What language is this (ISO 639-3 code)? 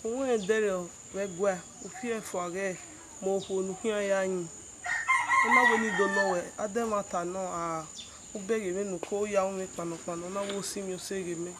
bin